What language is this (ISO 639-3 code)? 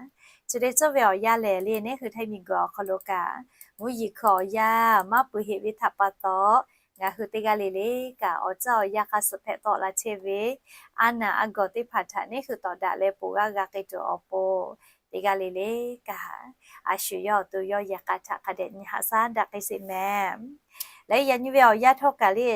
lhu